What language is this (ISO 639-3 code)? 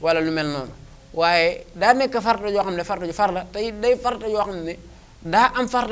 wol